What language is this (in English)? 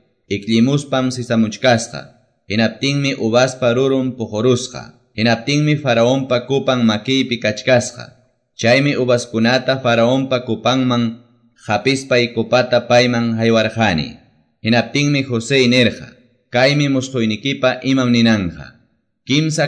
Quechua